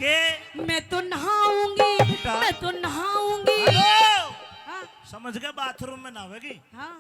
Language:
Haryanvi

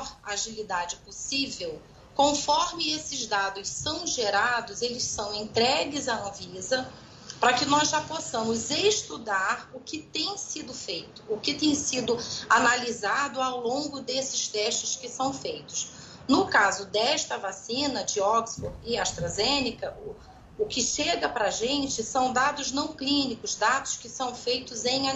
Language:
Portuguese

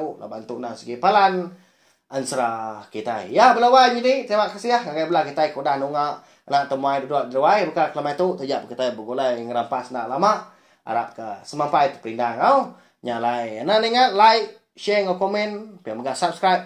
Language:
Iban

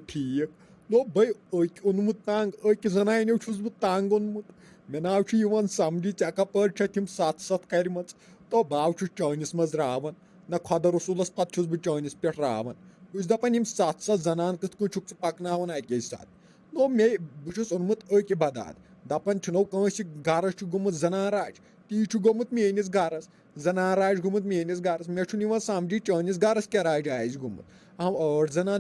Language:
Kashmiri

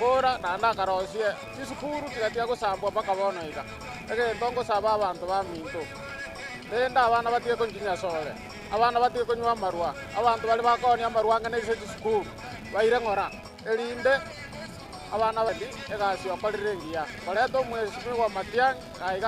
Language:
Gusii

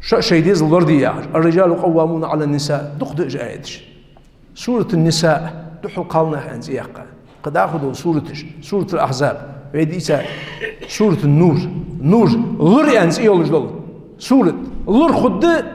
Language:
Ingush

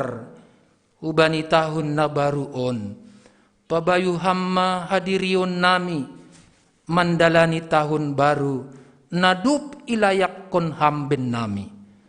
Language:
Batak Simalungun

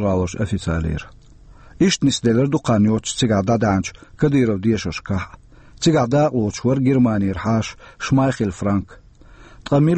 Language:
Chechen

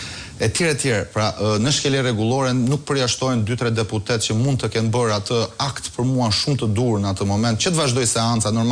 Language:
Albanian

